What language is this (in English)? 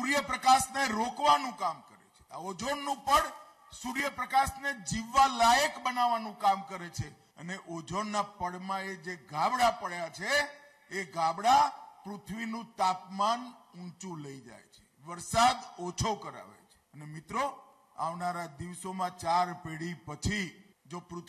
Gujarati